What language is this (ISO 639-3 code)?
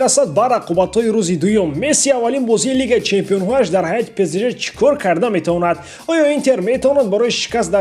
tgk